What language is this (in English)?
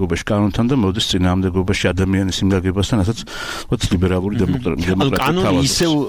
Georgian